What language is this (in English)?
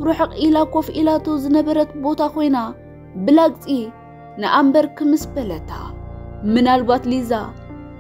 Tigrinya